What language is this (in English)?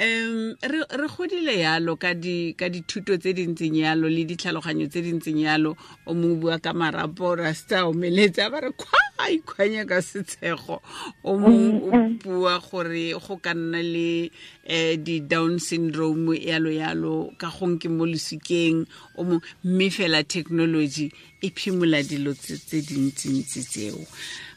Tswana